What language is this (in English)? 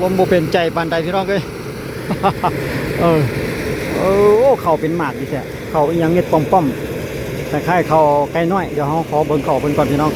Lao